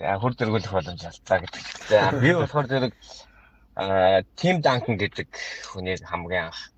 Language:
Mongolian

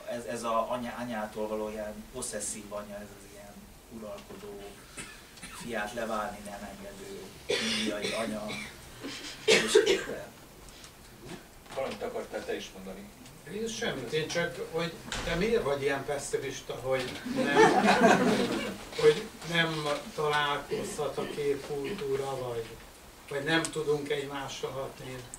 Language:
Hungarian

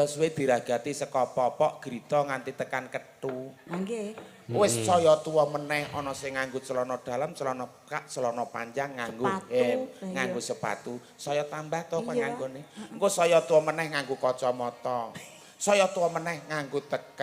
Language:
Javanese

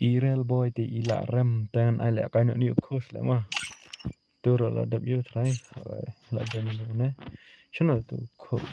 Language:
Khasi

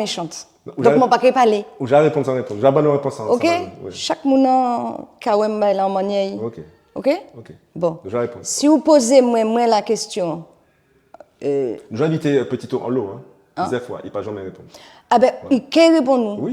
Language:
Guadeloupean Creole French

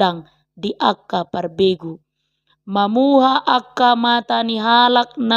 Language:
Batak Toba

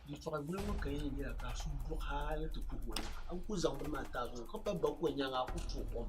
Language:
Dagbani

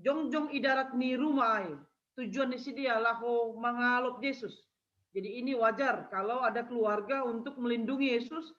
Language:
Batak Simalungun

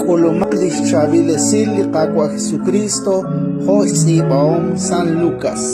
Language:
Kekchí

